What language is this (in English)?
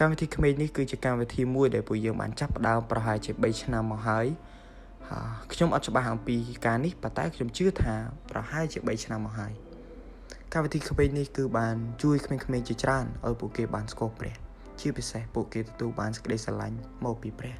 Khmer